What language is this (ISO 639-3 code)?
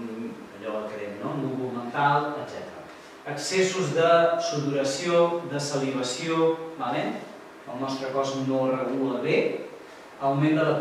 cat